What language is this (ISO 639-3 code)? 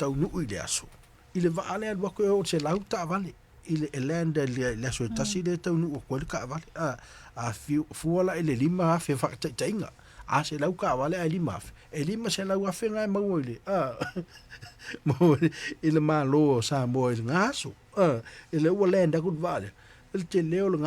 smo